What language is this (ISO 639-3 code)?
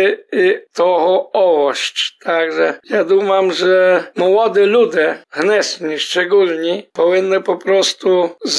rue